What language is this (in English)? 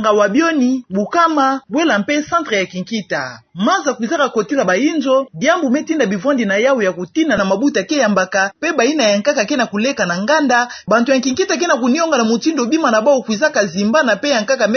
Kituba (Democratic Republic of Congo)